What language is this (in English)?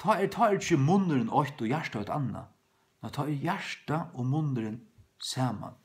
Faroese